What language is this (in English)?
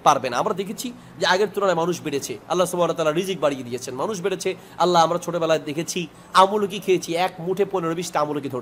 Bangla